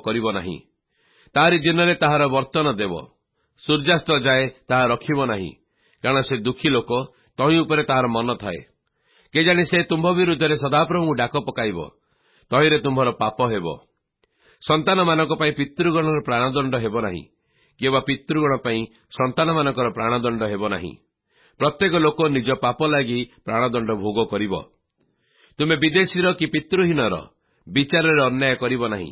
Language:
Odia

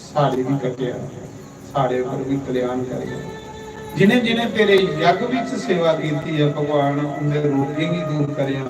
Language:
Dogri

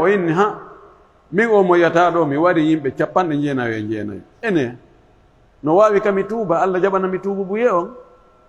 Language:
Pular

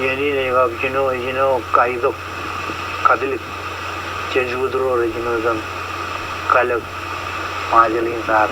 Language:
Marshallese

